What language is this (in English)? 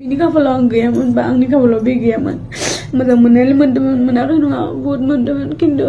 Bodo